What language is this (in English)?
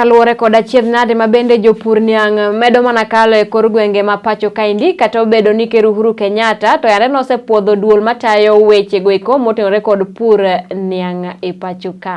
Luo (Kenya and Tanzania)